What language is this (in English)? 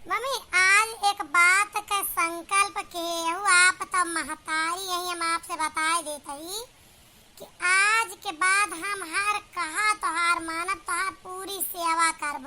Awadhi